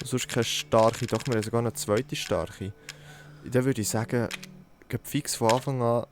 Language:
Swiss German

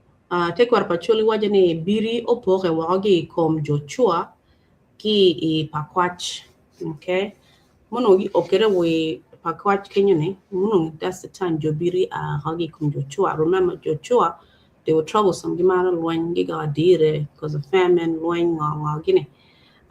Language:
Acoli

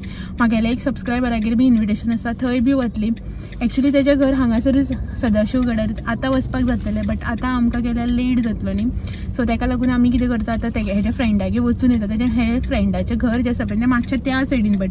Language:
Konkani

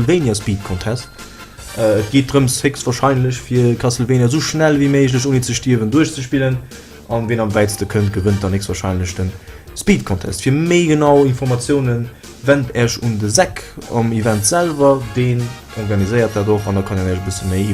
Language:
Luxembourgish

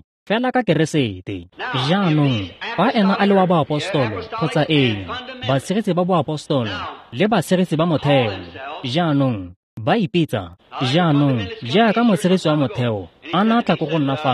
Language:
Tswana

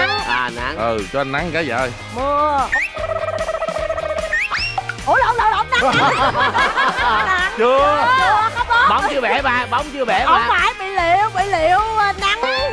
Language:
Vietnamese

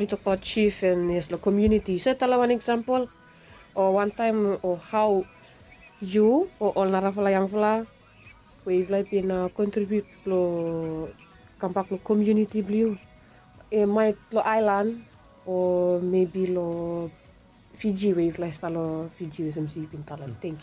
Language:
Bislama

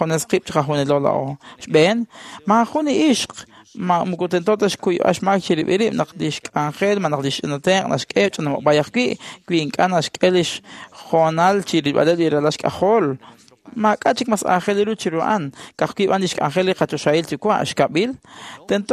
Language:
Kekchí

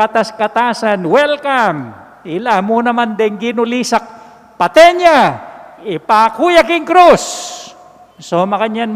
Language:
Pampanga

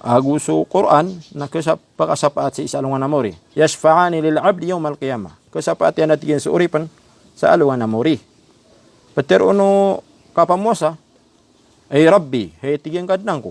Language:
Maranao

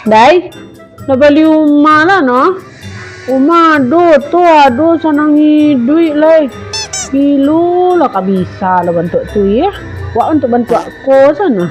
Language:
Minangkabau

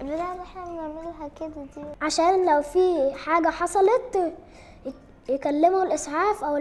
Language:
Egyptian Arabic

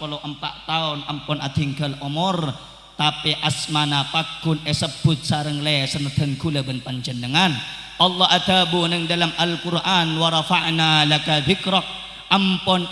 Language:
Madurese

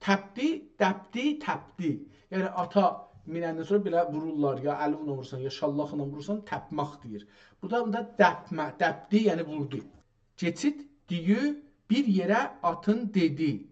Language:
South Azerbaijani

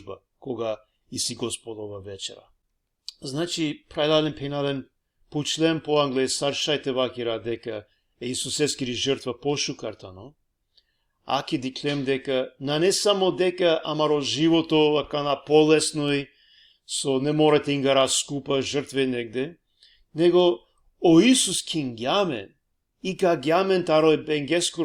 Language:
Balkan Romani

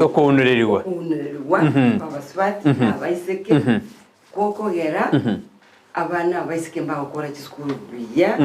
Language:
Gusii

